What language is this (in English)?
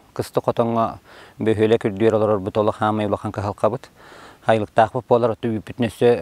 Yakut